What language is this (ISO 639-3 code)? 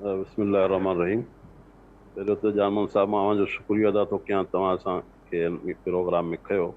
snd